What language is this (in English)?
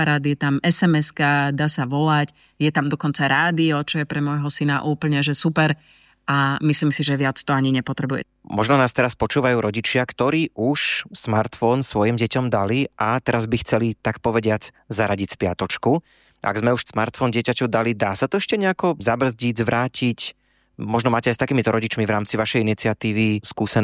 Slovak